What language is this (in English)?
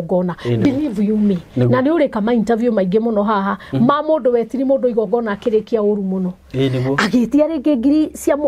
Kikuyu